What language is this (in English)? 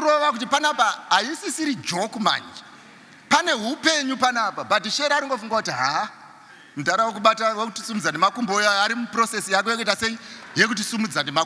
Shona